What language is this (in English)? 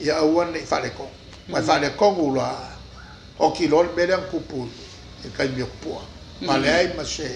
Samoan